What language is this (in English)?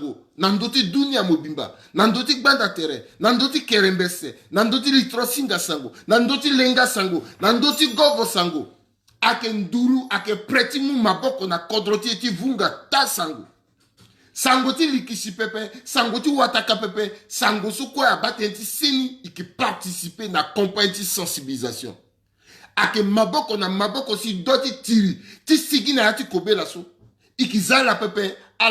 Sango